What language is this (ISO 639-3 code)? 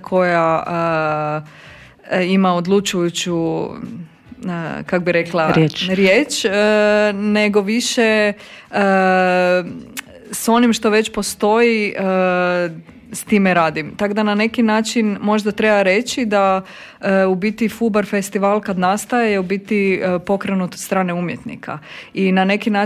hrv